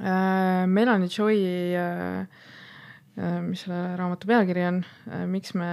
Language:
Estonian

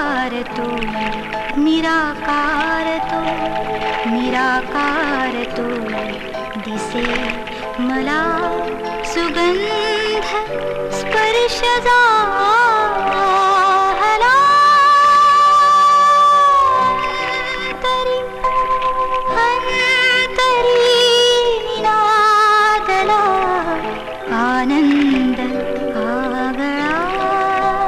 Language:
Marathi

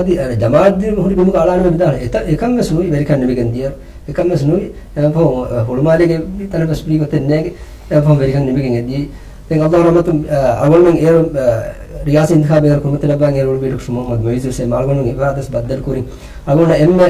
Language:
Divehi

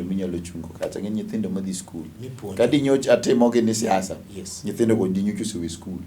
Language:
Luo (Kenya and Tanzania)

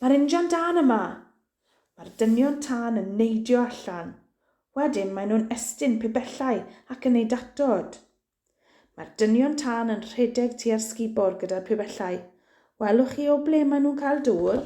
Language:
Welsh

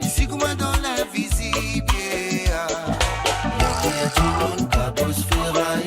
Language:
Morisyen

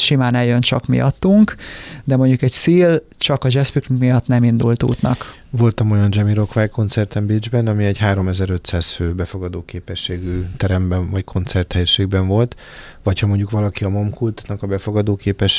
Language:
Hungarian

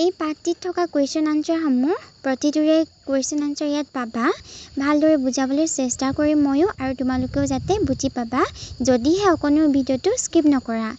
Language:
Assamese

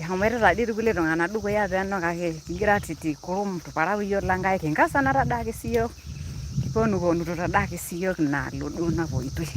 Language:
Masai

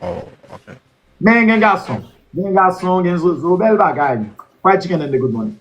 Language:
Haitian Creole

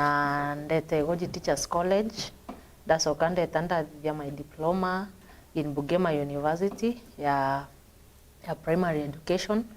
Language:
Meru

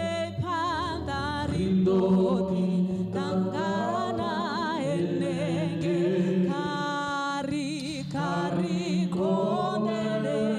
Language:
Venda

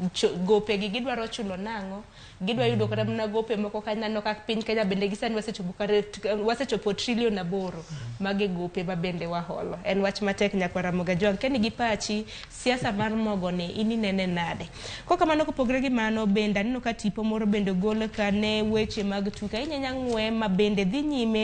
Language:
Luo (Kenya and Tanzania)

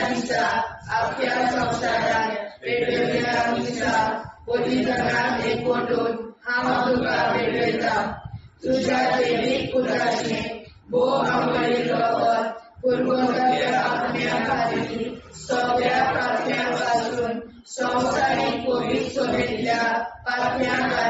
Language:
Konkani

